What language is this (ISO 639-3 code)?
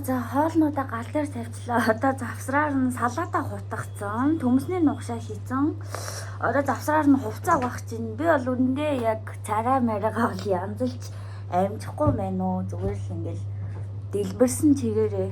mon